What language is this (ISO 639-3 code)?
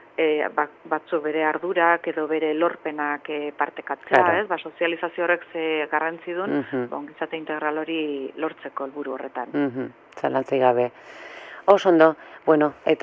eus